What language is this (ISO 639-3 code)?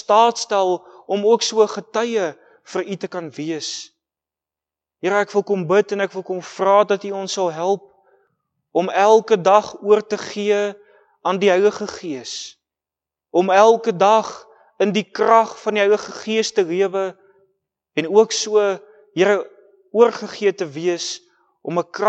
afr